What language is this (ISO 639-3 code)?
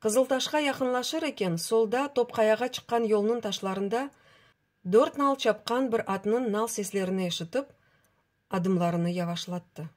crh